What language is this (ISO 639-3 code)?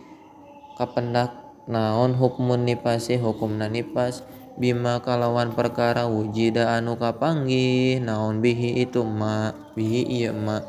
sun